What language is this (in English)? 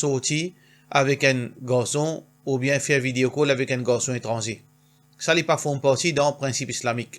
Morisyen